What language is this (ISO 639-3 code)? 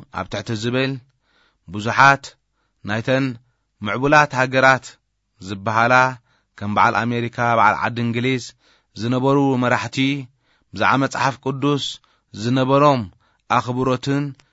tir